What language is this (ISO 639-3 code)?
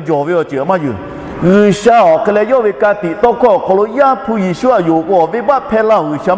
lhu